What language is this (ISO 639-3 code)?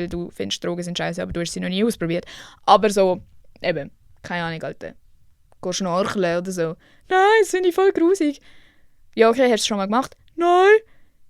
gsw